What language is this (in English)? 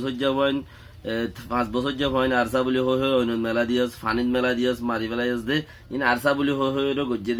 Rohingya